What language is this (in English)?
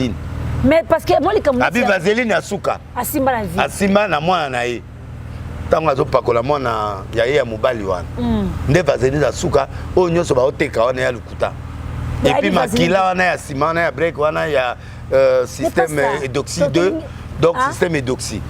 Lingala